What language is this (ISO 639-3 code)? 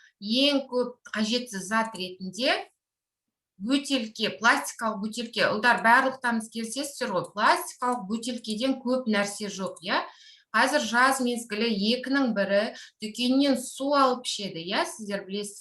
kaz